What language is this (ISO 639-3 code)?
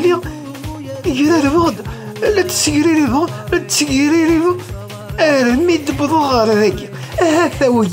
kab